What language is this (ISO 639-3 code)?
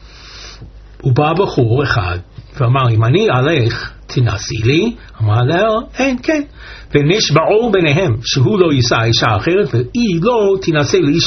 heb